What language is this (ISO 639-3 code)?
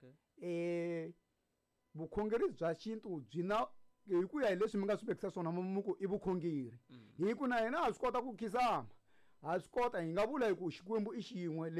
tso